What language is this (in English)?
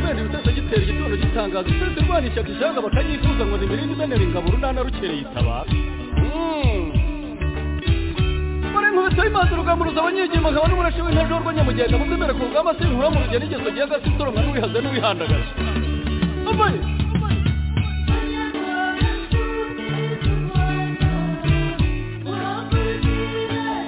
Kinyarwanda